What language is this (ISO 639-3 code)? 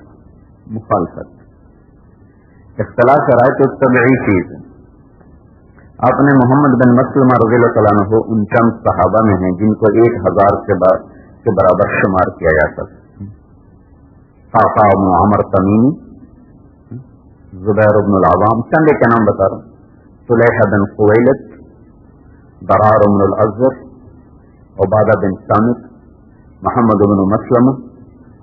urd